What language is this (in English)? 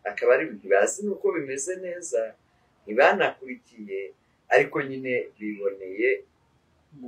Kinyarwanda